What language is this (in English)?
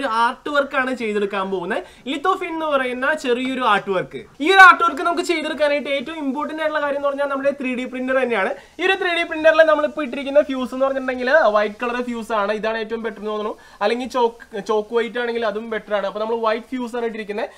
Malayalam